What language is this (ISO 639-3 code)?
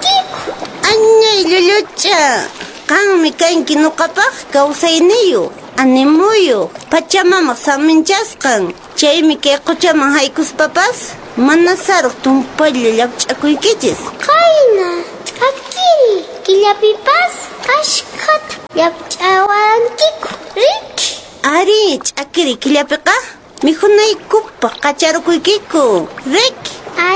que